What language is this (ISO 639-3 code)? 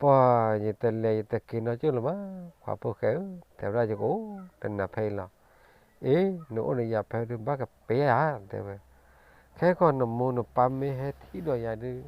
ksw